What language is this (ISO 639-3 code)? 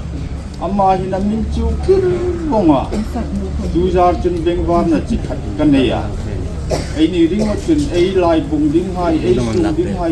hmr